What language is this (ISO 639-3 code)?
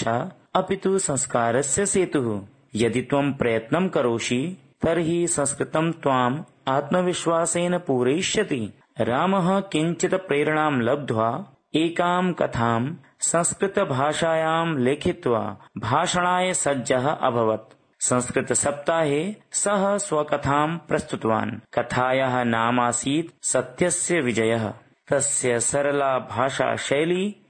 san